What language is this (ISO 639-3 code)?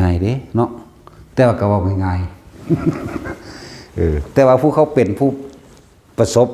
tts